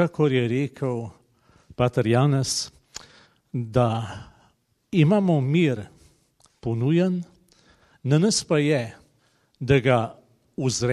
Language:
Slovenian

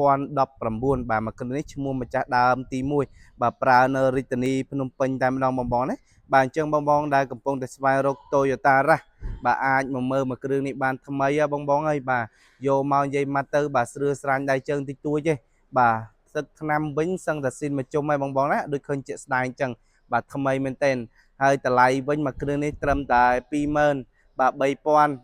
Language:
Khmer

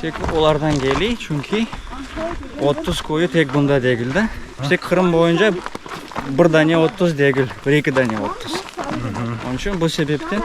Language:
Crimean Tatar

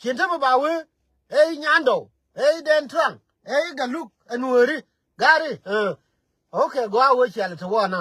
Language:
Nuer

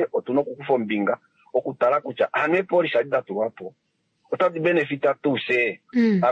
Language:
Kuanyama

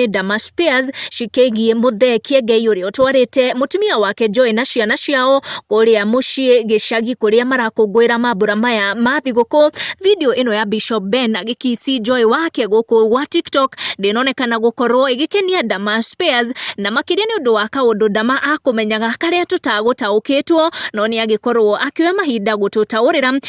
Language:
Kikuyu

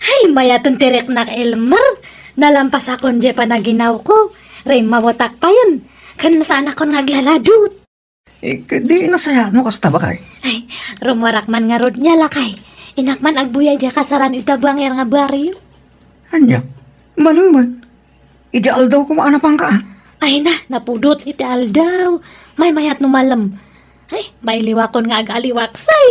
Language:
Iloko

